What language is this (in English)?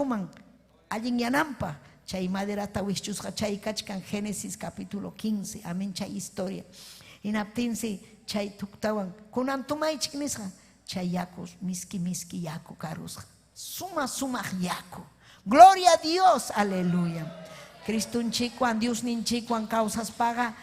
Ayacucho Quechua